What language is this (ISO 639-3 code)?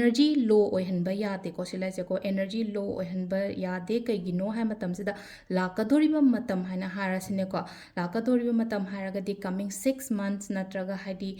mni